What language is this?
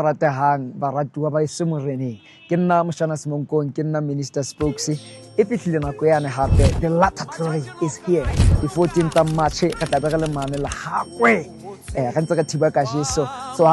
Southern Sotho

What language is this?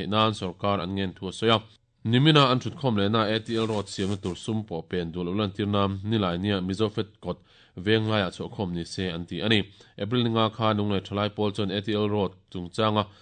Mizo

